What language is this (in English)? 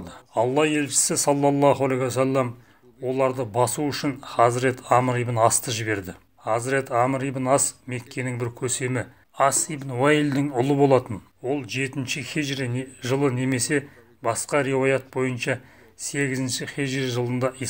Kazakh